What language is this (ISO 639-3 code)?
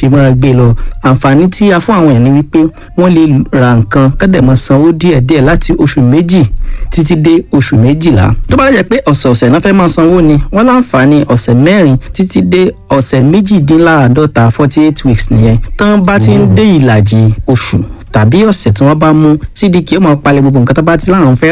yor